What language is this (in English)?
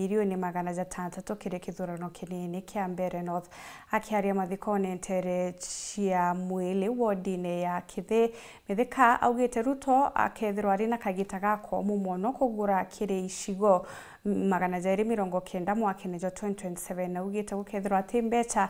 Meru